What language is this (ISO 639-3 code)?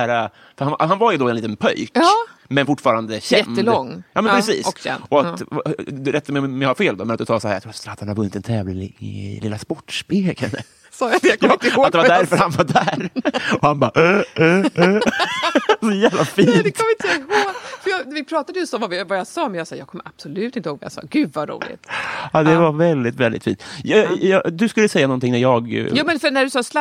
swe